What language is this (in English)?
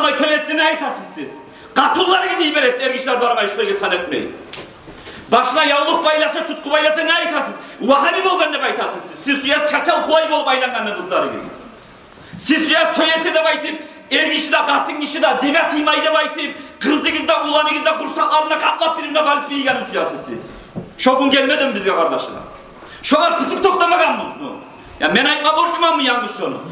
Kumyk